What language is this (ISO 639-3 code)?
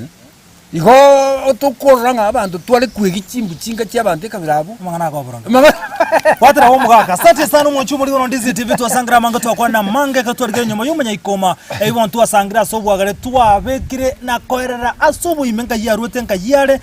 guz